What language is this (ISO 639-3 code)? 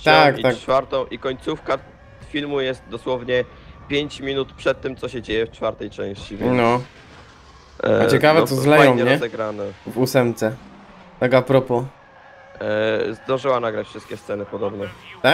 pol